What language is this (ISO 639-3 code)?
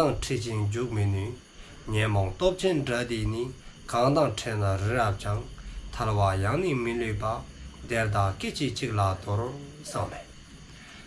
dzo